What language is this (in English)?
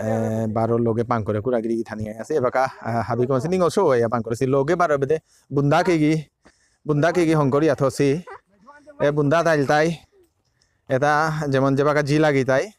Bishnupriya